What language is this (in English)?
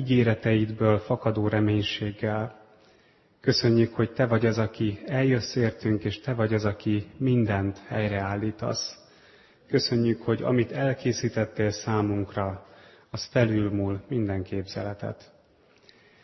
Hungarian